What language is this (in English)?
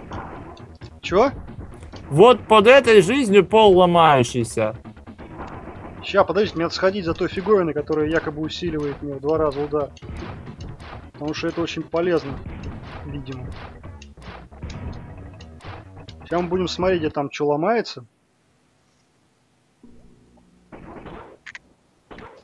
Russian